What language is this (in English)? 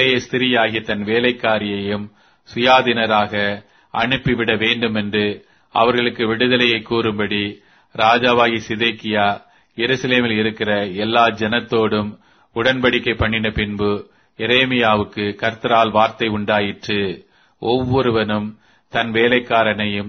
Tamil